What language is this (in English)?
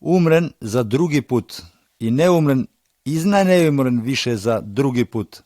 Macedonian